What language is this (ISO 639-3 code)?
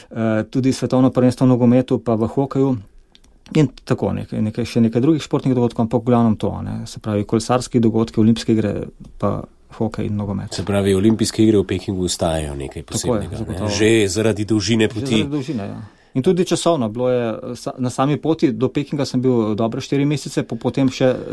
slv